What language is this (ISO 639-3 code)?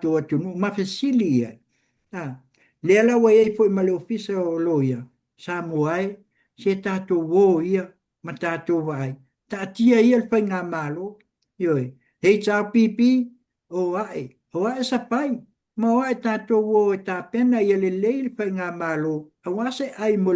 smo